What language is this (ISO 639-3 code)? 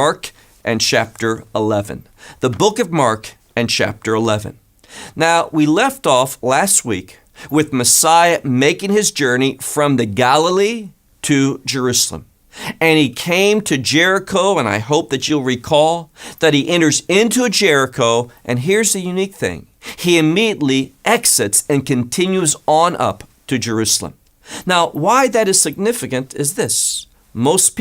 eng